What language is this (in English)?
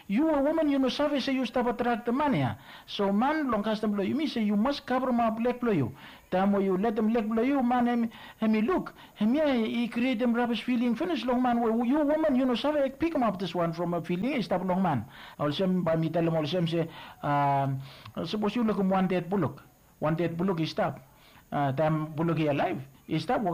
Bislama